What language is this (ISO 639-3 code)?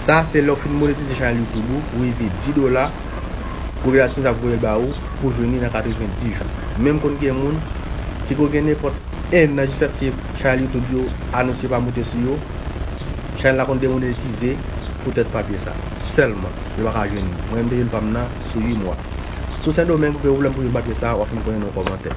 hat